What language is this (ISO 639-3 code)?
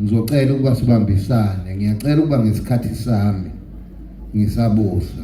zul